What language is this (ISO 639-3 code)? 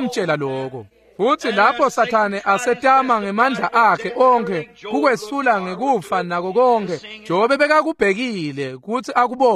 ssw